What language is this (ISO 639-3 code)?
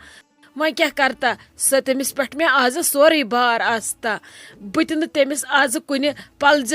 kas